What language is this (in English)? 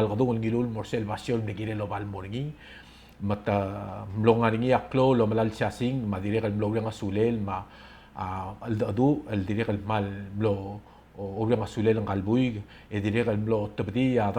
Palauan